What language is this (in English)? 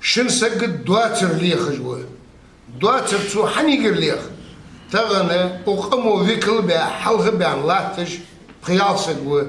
Ingush